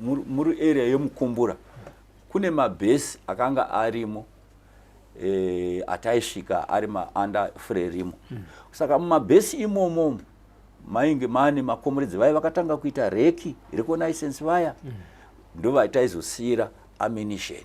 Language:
Shona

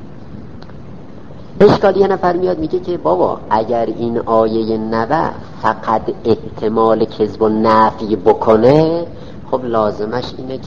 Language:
Persian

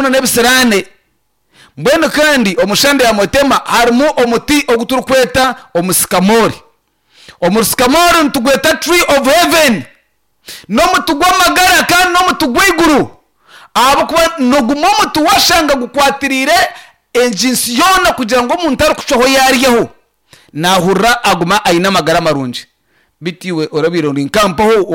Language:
Nyankole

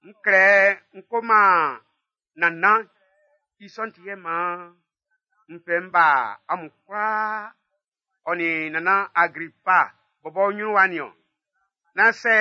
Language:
Baoulé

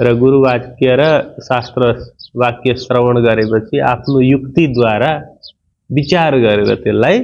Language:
Nepali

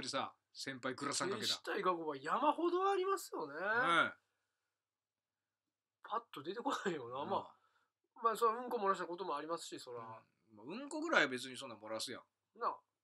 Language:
Japanese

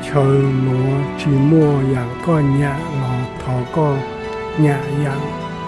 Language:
Hmong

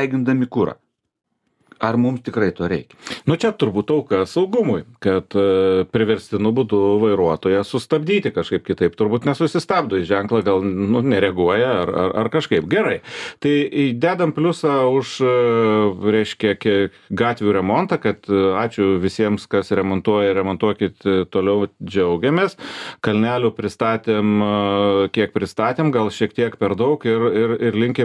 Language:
Lithuanian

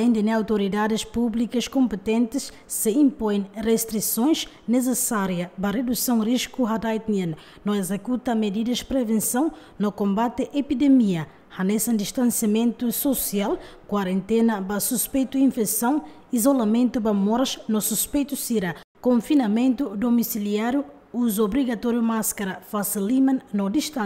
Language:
Tetum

